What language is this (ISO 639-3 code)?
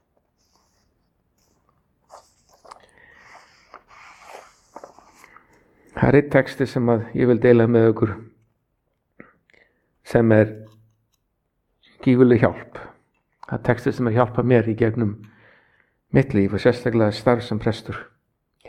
isl